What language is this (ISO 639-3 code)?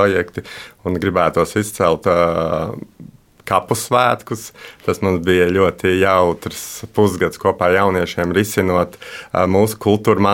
lav